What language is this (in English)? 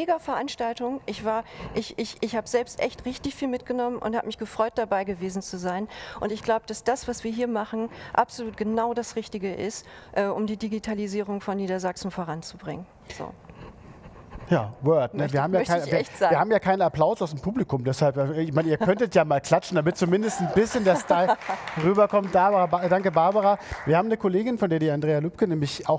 German